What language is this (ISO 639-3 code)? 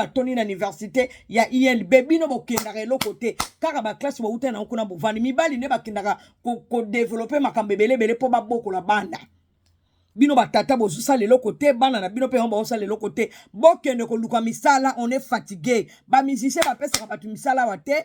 lin